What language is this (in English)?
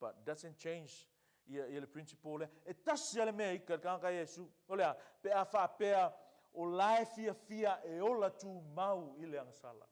Samoan